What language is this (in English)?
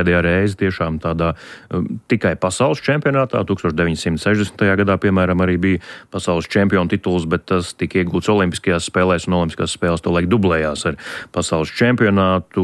Latvian